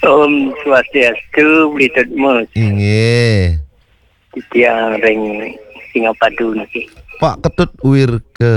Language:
Balinese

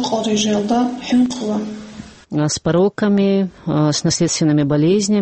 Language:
Avaric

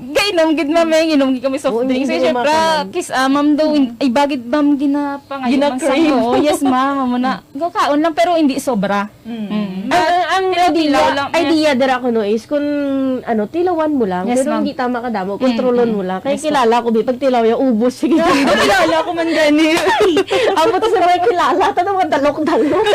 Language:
Hiligaynon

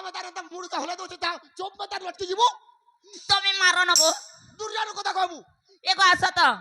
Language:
Chhattisgarhi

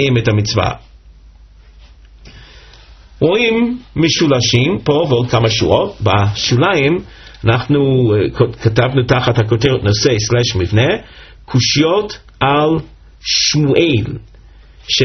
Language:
Hebrew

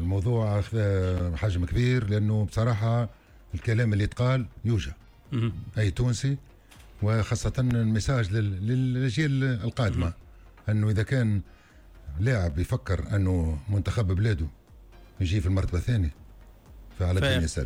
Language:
Tunisian Arabic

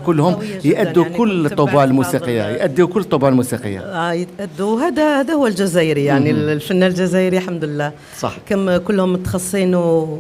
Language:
Algerian Arabic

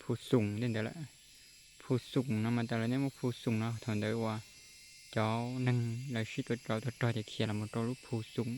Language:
Hmong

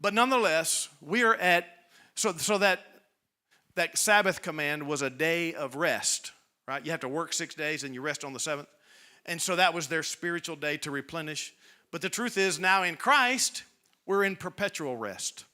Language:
English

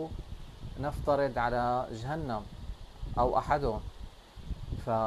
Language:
North Levantine Arabic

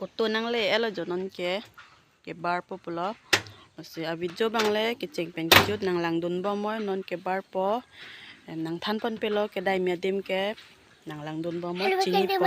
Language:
Karbi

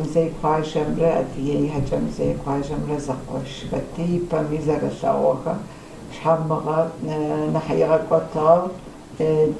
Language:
Kabardian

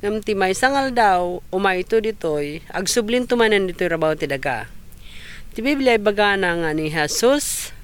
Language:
Iloko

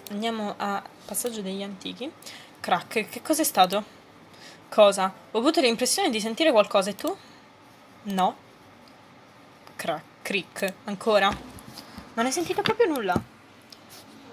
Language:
Italian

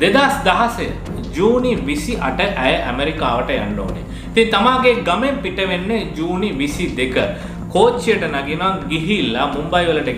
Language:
Sinhala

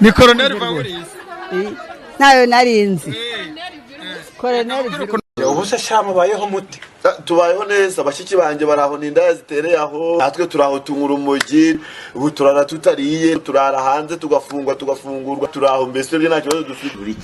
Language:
Kinyarwanda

